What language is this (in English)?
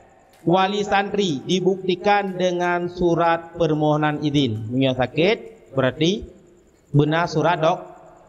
Achinese